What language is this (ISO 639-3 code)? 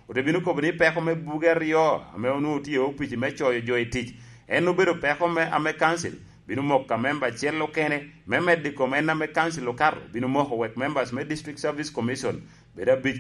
laj